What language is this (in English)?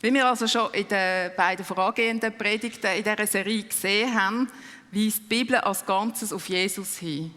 Swiss German